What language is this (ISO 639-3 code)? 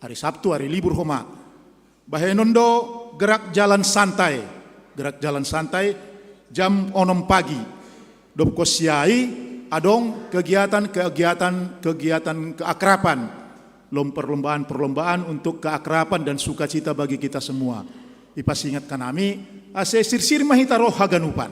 bts